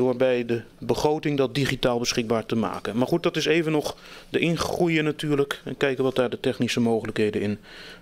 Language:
Dutch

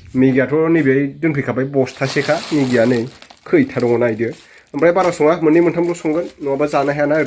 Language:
Bodo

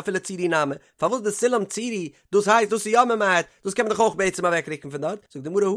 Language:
Yiddish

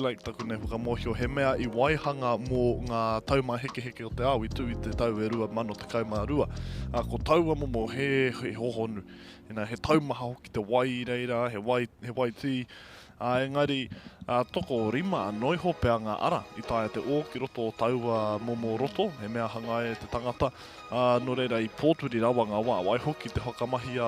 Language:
Māori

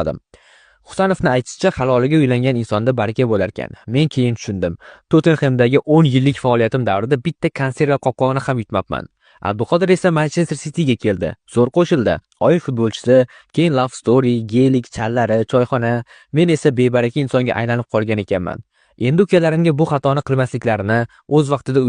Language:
Uzbek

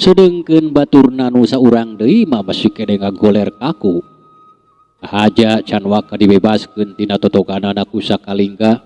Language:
Sundanese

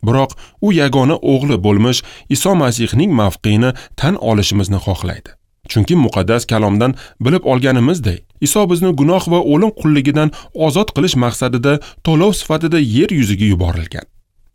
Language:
Uzbek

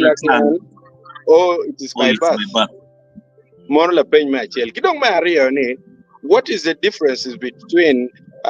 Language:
Acoli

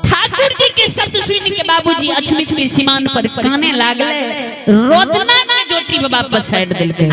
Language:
Maithili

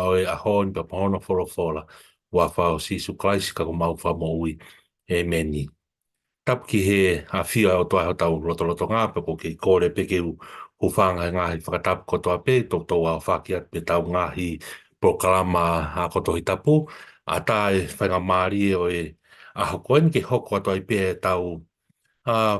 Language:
Tongan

